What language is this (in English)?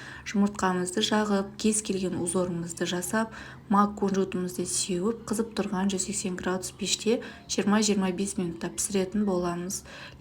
Kazakh